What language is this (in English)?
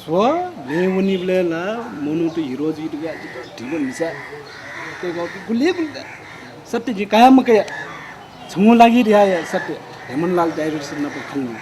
Newari